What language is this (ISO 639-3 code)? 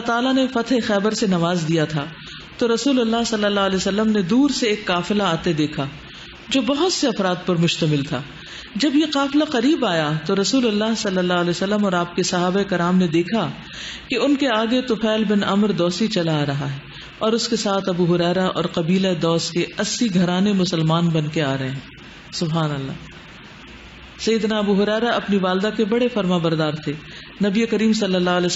urd